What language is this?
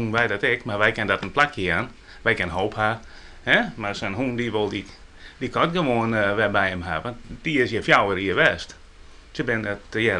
Western Frisian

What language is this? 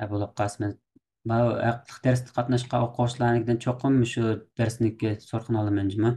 Uyghur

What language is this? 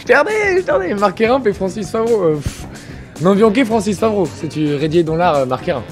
Breton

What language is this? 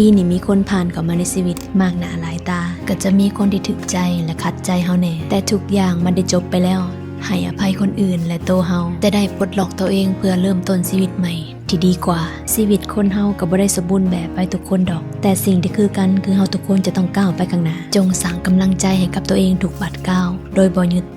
Lao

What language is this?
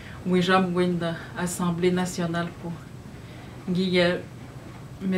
Atikamekw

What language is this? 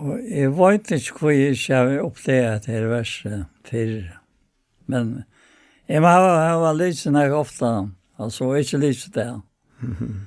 Faroese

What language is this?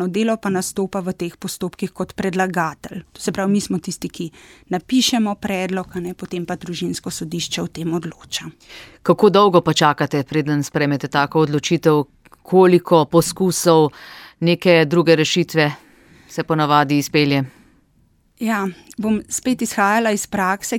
Slovenian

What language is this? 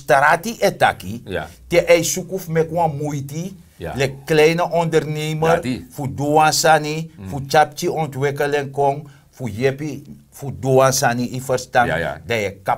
Sranan Tongo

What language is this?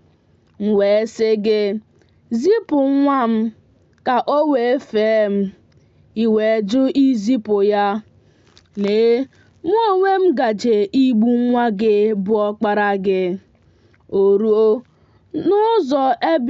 Igbo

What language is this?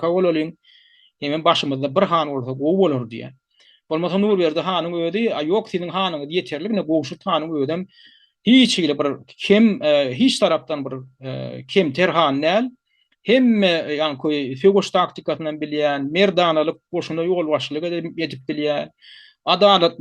Turkmen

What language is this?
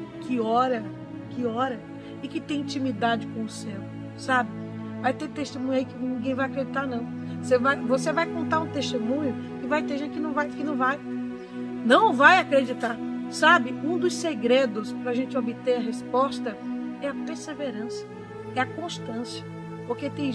Portuguese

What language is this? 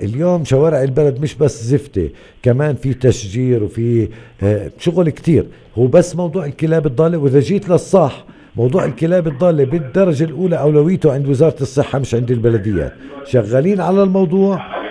North Levantine Arabic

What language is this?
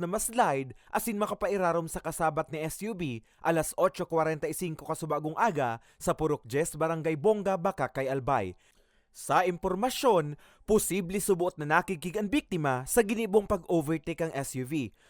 Bikol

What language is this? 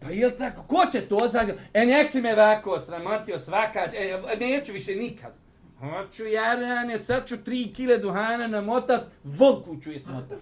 Bosnian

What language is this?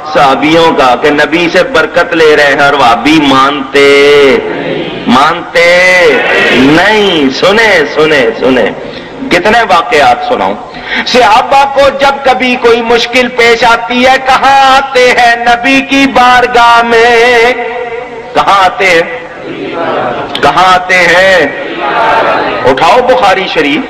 Urdu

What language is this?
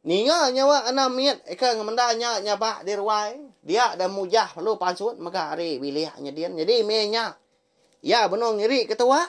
Iban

